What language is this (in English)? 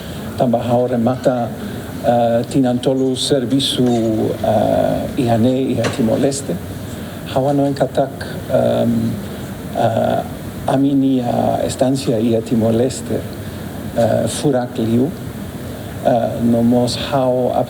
Tetum